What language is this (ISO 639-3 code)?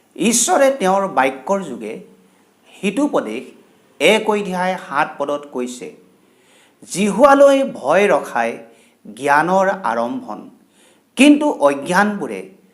asm